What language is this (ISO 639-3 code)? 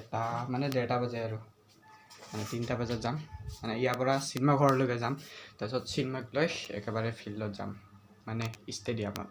asm